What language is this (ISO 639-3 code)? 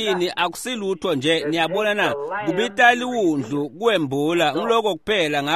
ssw